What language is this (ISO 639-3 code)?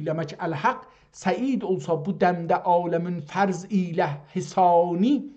azb